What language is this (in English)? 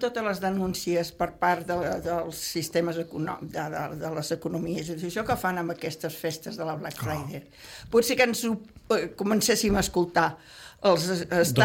Catalan